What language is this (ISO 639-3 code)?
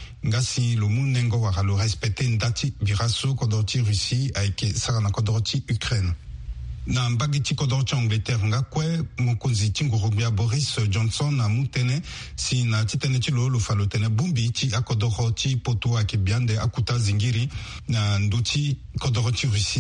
sag